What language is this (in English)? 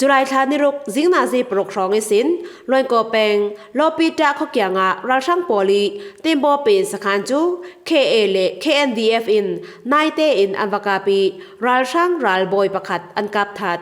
Falam Chin